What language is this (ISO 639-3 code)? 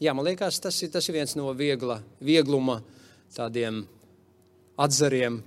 lav